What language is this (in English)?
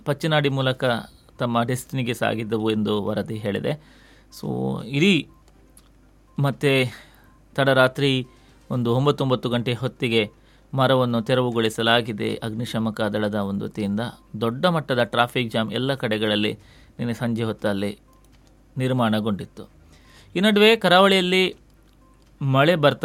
Kannada